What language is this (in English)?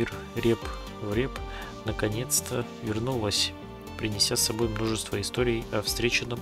Russian